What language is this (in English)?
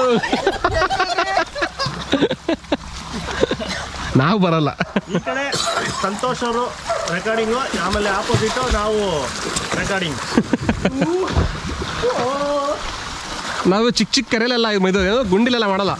Kannada